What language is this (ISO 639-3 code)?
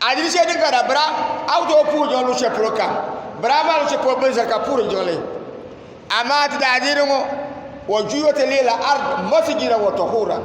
dag